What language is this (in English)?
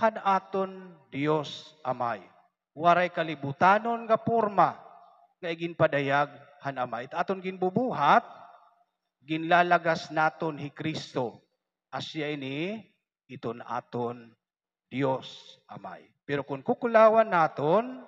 Waray